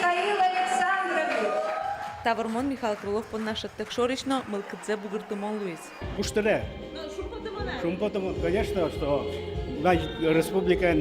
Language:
Udmurt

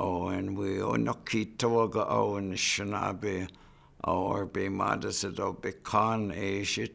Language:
Chippewa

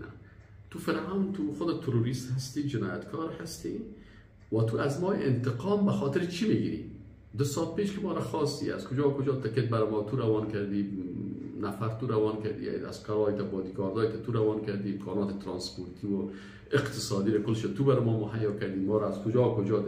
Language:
Persian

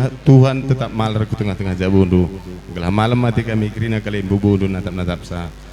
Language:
Batak Karo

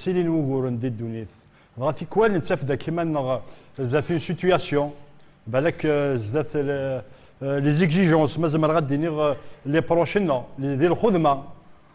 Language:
Kabyle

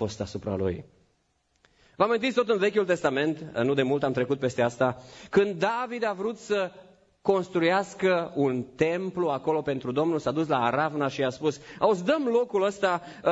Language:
Romanian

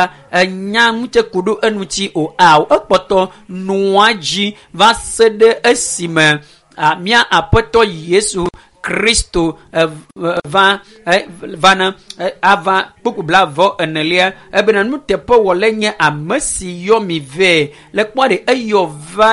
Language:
Ewe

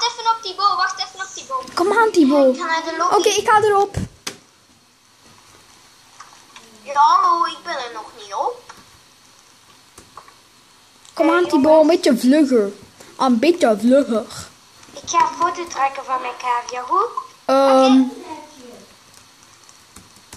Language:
Dutch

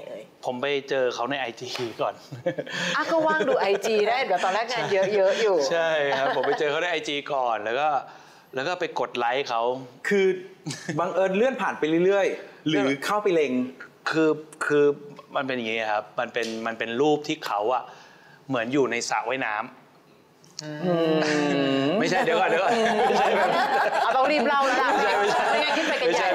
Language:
Thai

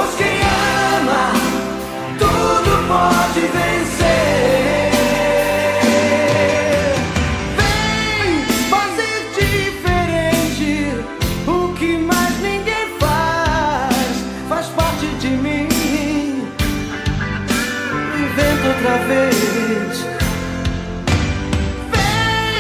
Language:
Portuguese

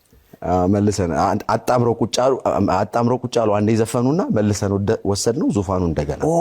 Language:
Amharic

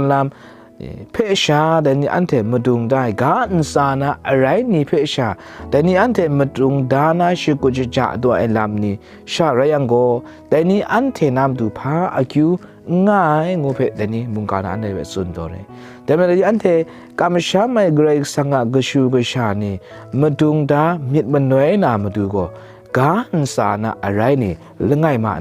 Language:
Kachin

